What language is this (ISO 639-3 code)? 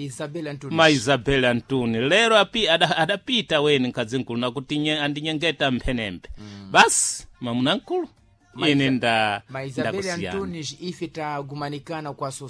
seh